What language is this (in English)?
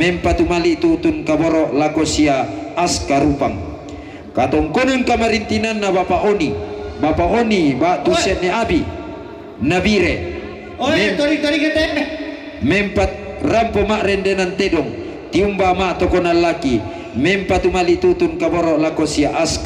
Toraja-Sa'dan